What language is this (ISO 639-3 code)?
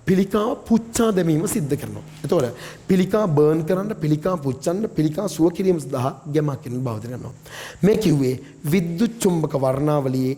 sin